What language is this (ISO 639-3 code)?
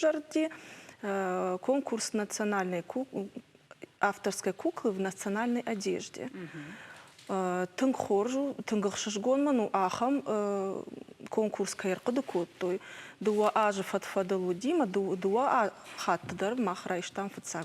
oss